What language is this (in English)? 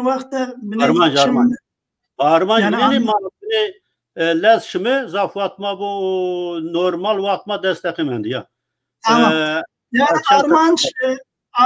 Zaza